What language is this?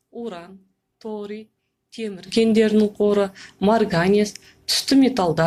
Kazakh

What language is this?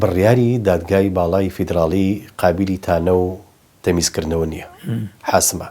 Central Kurdish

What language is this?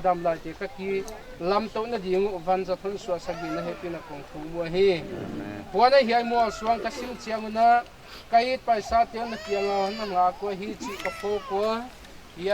Paite Chin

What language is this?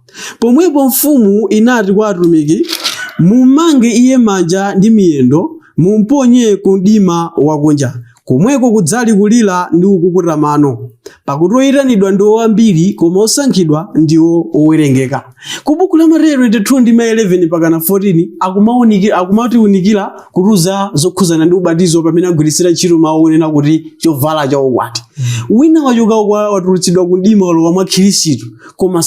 Nyanja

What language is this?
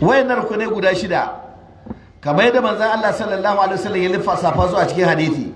Hausa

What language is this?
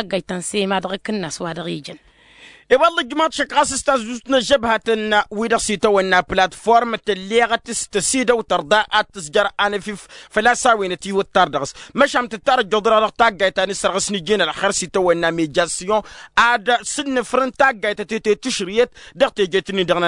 Tamasheq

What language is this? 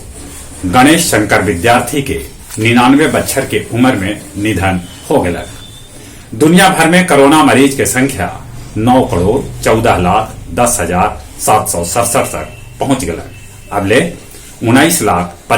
Magahi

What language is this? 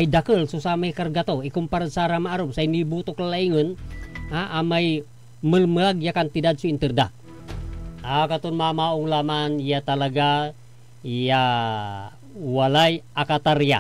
Pangasinan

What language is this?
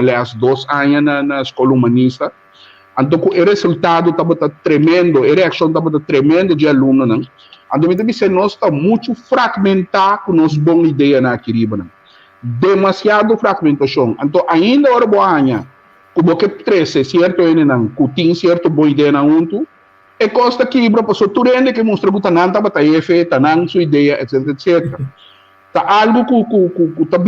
Papiamento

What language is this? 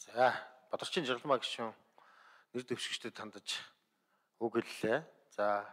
Mongolian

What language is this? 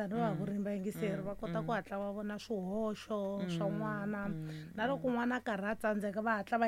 Tsonga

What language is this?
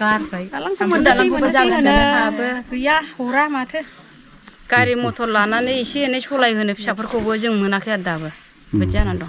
Bodo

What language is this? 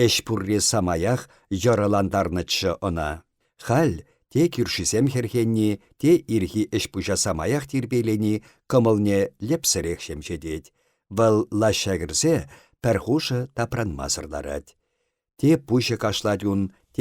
Chuvash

